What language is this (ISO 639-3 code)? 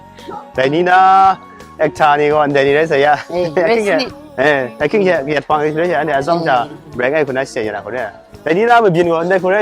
kac